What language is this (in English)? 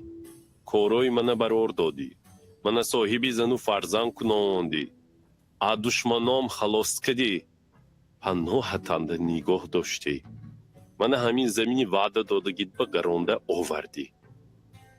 Tajik